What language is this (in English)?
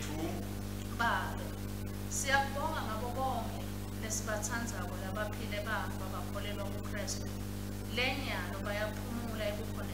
Swati